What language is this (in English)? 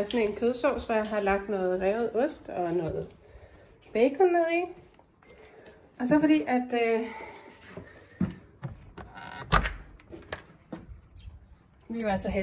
Danish